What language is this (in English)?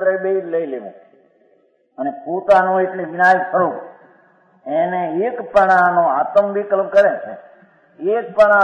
Gujarati